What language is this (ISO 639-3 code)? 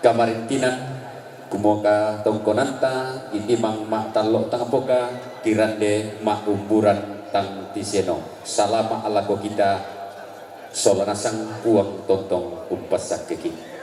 sda